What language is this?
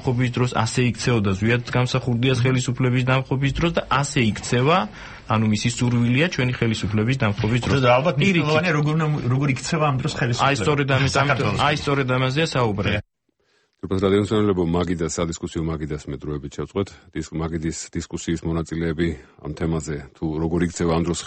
Georgian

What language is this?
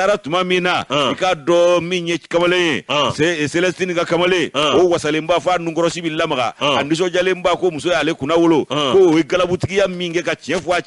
Bambara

